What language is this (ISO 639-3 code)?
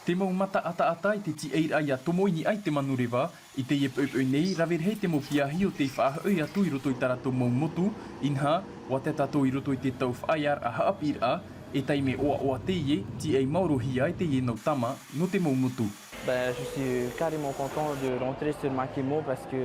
tah